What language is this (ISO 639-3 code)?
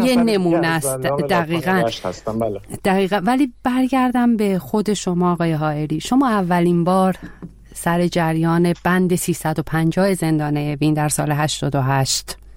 fas